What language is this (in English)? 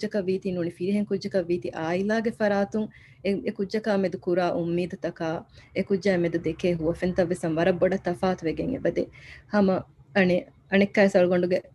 Divehi